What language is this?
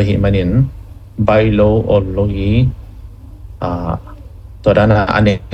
Tedim Chin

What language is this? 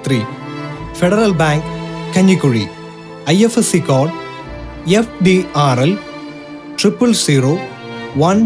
Malayalam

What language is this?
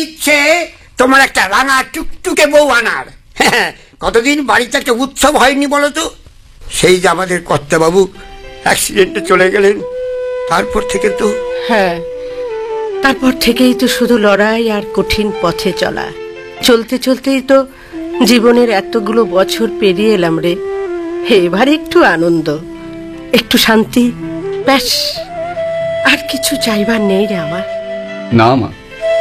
Bangla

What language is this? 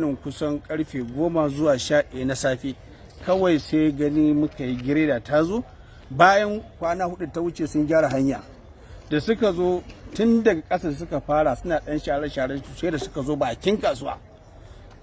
Hausa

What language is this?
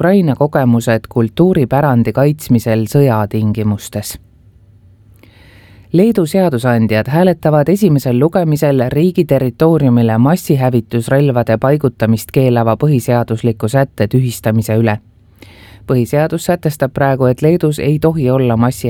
Estonian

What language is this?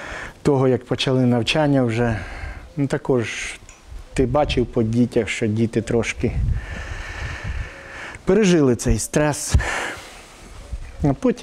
Ukrainian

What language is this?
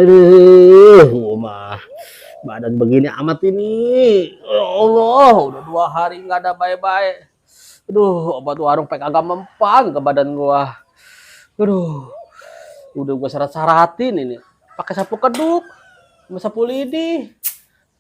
Betawi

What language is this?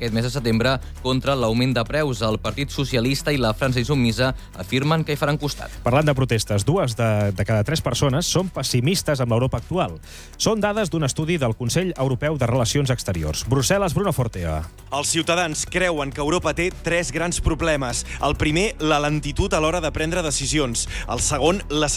Catalan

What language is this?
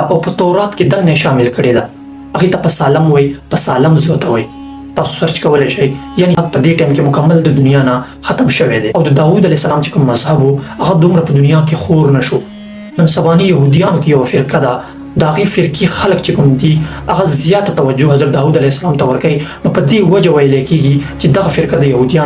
Pashto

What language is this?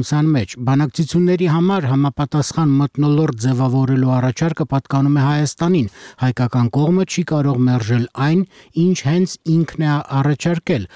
Armenian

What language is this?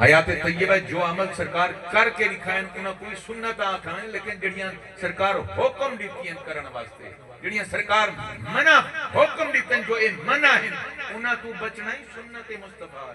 Saraiki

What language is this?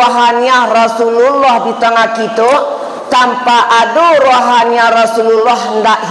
Minangkabau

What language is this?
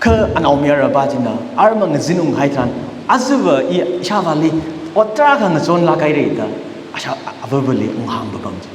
Tangkhul Naga (India)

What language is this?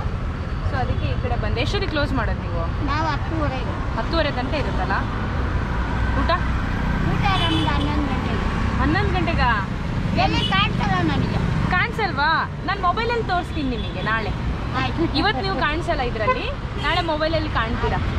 Kannada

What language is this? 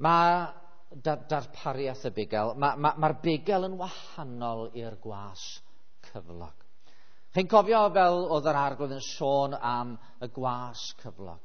Welsh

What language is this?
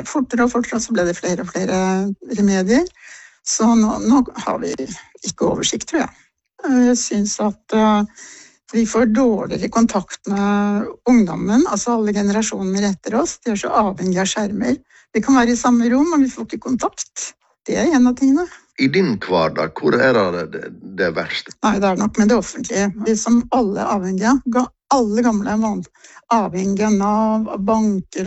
Norwegian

